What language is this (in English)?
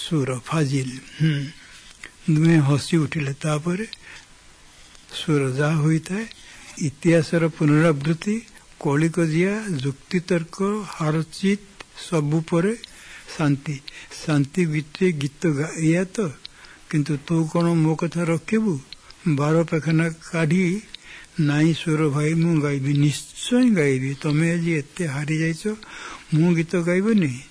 Odia